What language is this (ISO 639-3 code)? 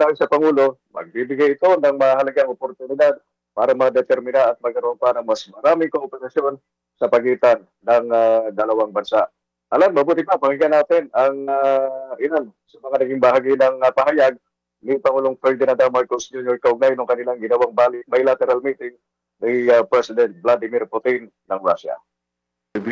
fil